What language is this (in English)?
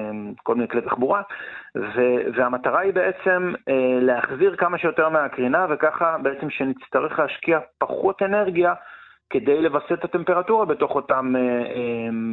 Hebrew